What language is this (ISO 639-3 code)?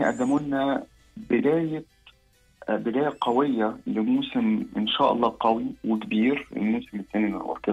afb